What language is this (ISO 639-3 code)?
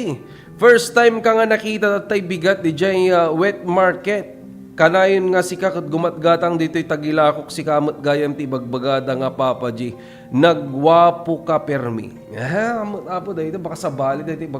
ilo